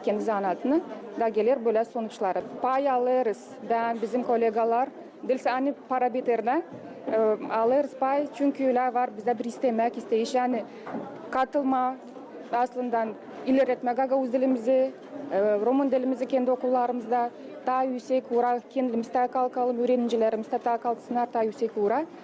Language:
Gagauz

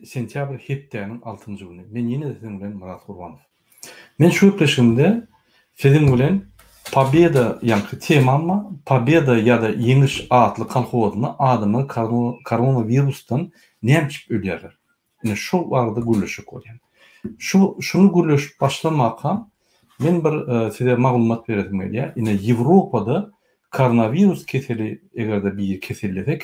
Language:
Turkmen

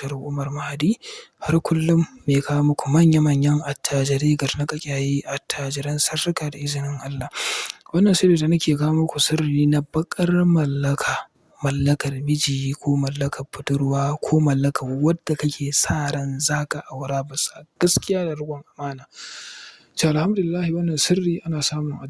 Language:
Hausa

